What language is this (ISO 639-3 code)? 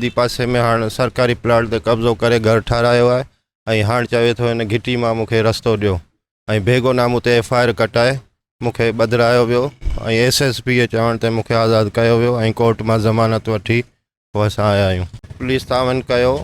snd